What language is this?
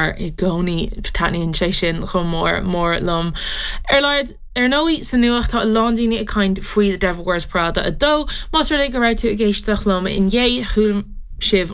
Irish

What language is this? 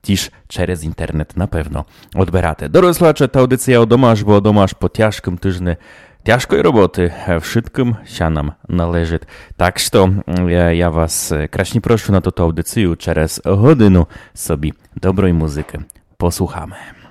Rusyn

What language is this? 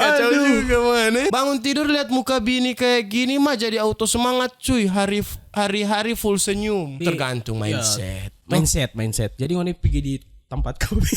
Manado Malay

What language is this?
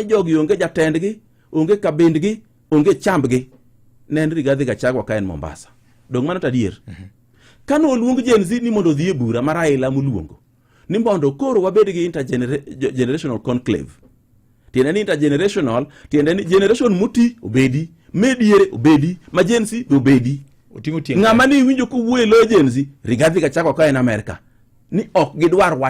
Luo (Kenya and Tanzania)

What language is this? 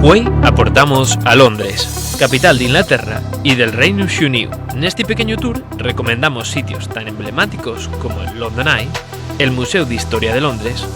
Asturian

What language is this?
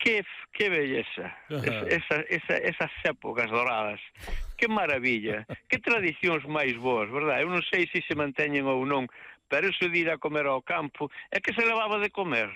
Galician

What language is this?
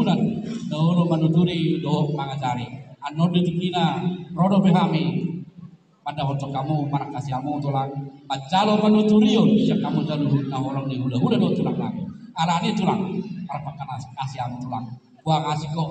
Batak Toba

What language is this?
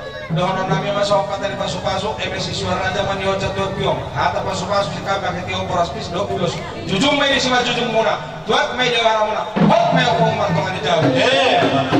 Batak Toba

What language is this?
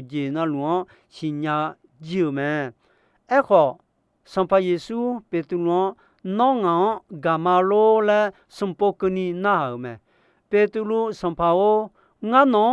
Akha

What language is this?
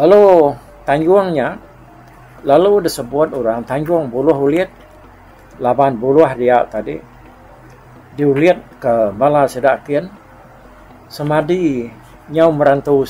Iban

